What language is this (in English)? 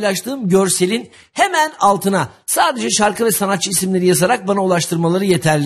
Turkish